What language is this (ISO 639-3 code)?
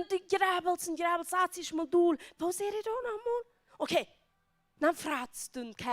pdt